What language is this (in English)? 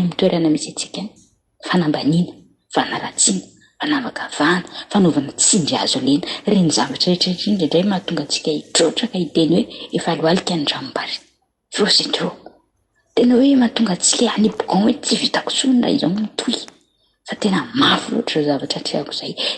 Malagasy